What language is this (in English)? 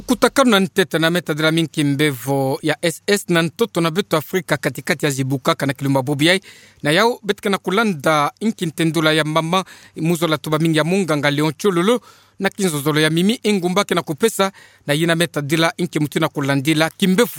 Kituba (Democratic Republic of Congo)